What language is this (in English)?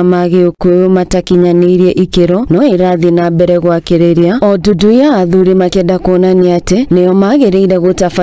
Kikuyu